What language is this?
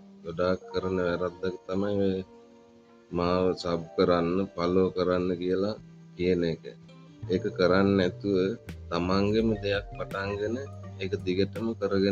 Sinhala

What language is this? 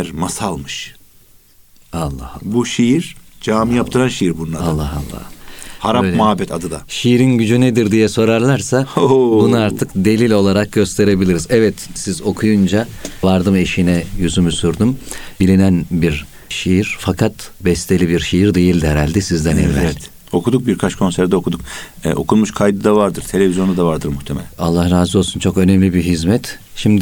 Turkish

